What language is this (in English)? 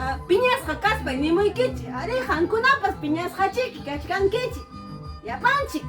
Ayacucho Quechua